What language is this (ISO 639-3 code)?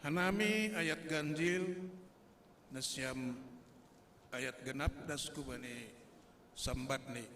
bts